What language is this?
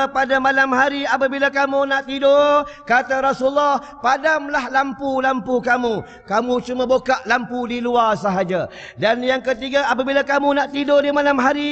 Malay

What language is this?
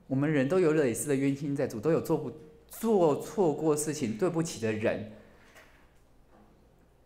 Chinese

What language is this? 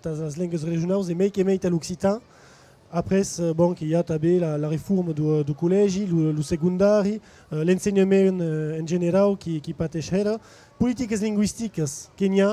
Occitan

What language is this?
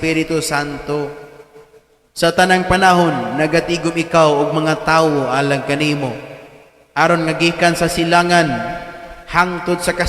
Cebuano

